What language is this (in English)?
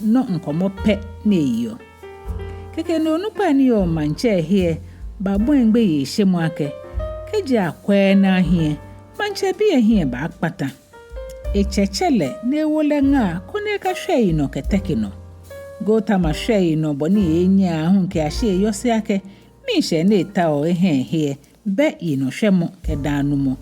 Ga